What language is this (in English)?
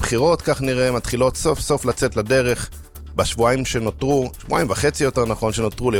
Hebrew